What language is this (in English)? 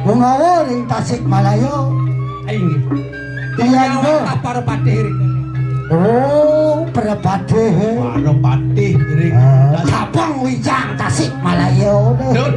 Balinese